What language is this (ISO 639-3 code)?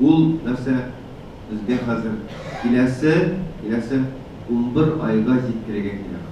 tat